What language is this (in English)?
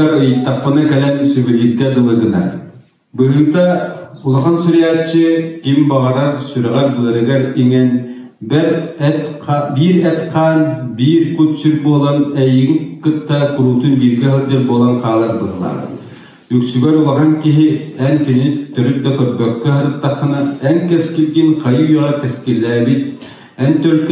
Yakut